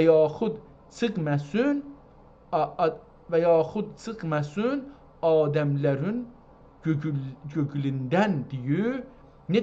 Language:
South Azerbaijani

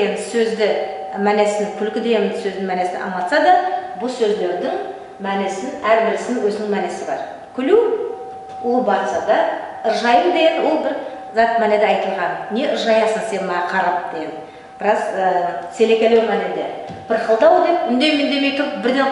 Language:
Nogai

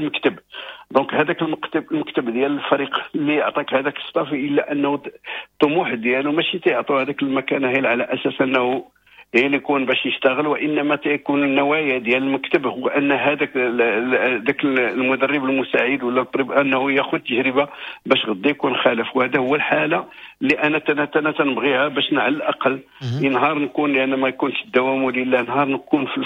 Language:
Moroccan Arabic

